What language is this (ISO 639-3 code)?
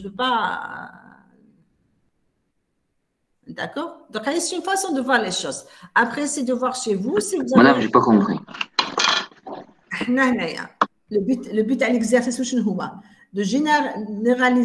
fra